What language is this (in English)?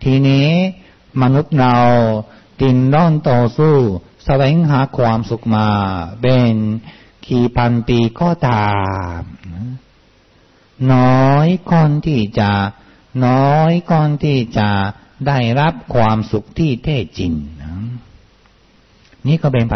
Thai